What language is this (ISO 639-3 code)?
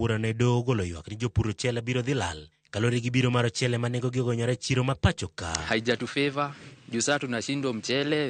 luo